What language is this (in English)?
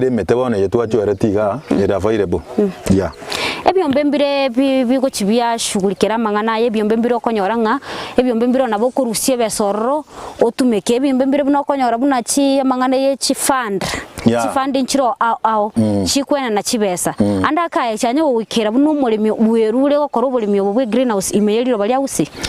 Gusii